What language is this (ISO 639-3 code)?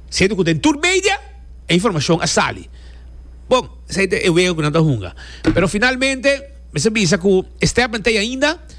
pap